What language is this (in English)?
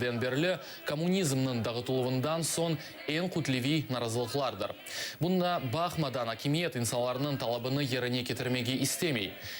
Crimean Tatar